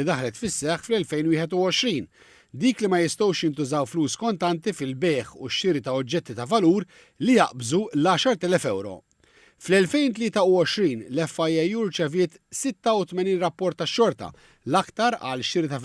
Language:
Maltese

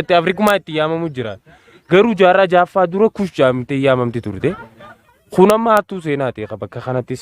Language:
Oromo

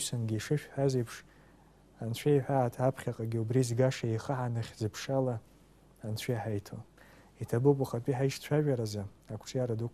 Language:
Abkhazian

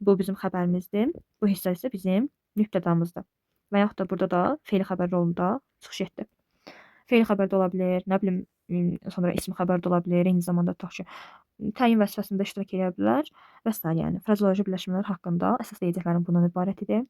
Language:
Azerbaijani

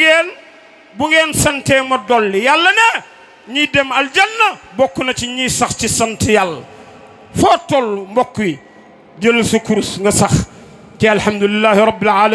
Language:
Wolof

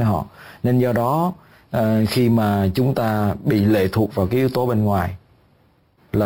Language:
Vietnamese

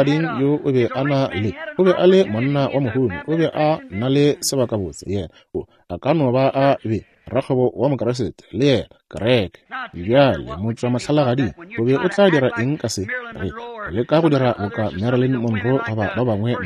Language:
Northern Sotho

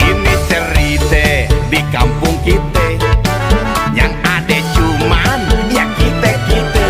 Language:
Betawi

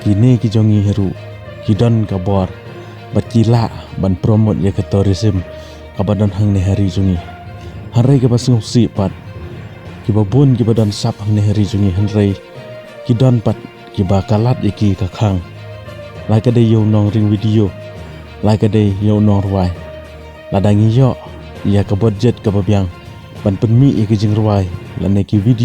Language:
Khasi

